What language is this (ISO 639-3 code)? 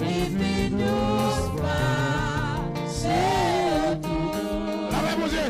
hat